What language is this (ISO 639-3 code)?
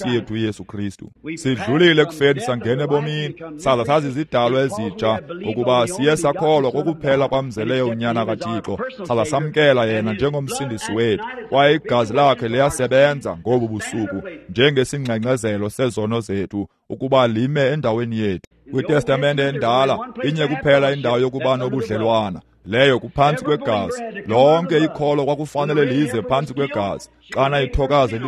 xho